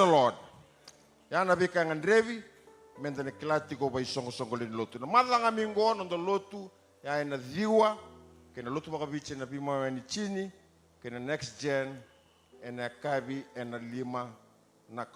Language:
Fijian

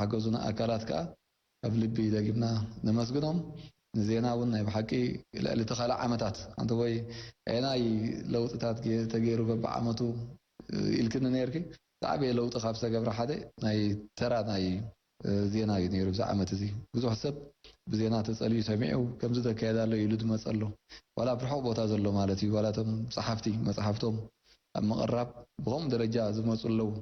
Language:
Tigrinya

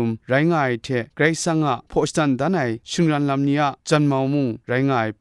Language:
Kachin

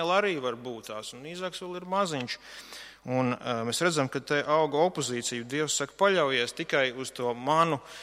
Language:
Latvian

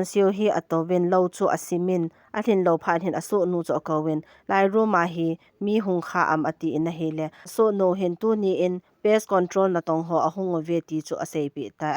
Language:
Thado Chin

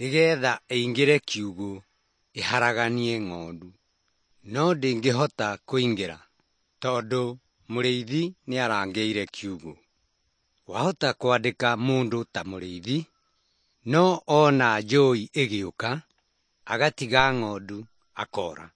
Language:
Kikuyu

